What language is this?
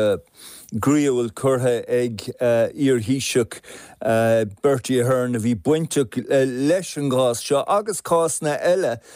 Irish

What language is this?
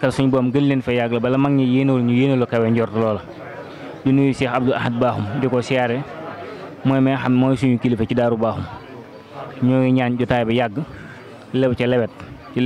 Wolof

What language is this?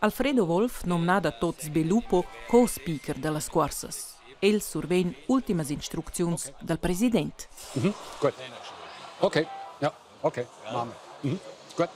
Romansh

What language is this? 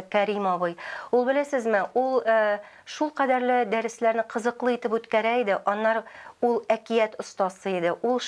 Tatar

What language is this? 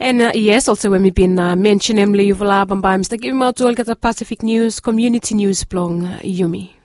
Bislama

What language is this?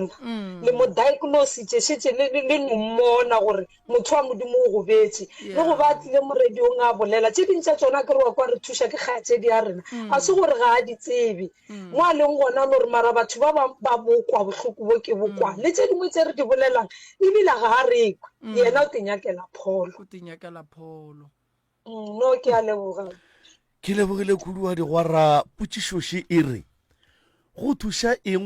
Northern Sotho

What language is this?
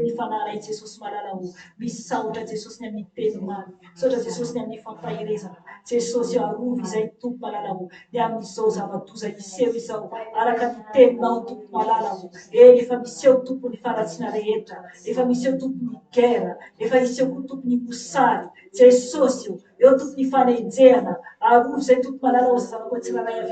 Malagasy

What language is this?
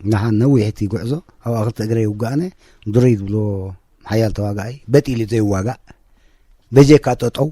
Tigrinya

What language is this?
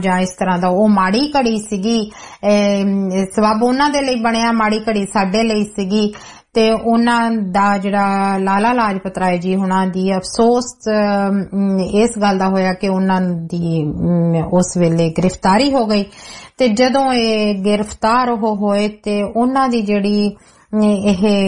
Punjabi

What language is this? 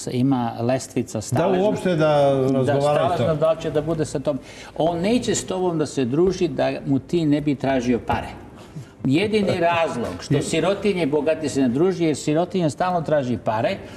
Serbian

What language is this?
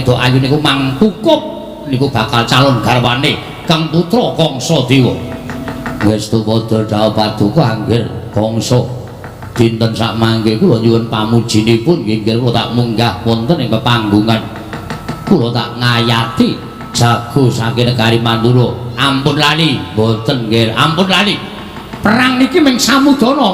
Javanese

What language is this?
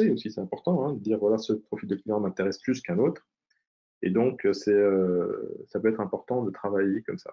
French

